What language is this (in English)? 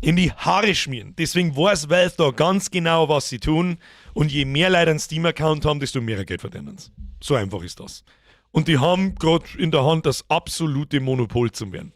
Bavarian